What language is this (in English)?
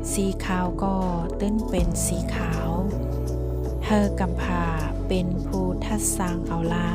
Shan